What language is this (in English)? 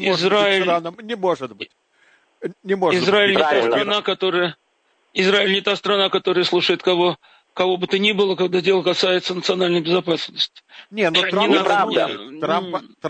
Russian